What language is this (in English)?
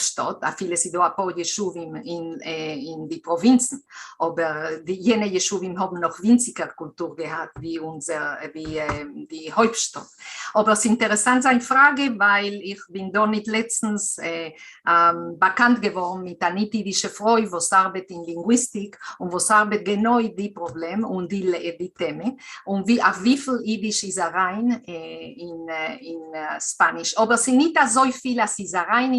Yiddish